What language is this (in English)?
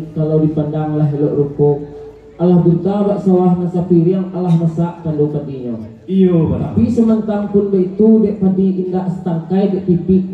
Minangkabau